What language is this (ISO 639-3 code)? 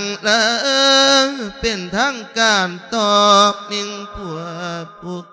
lao